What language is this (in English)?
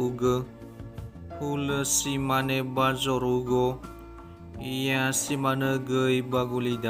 Nias